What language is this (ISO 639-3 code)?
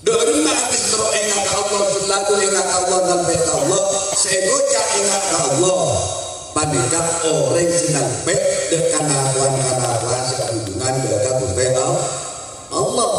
mad